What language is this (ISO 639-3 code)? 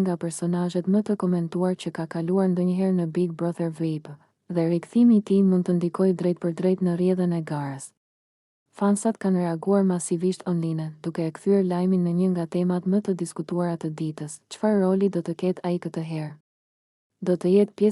sqi